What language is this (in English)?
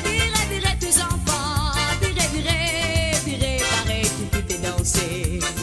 Morisyen